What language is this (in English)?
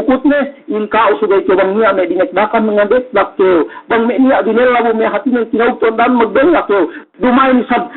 Yakan